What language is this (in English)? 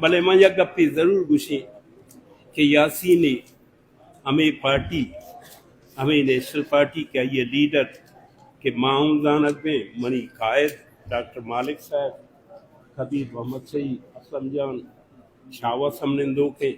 Baluchi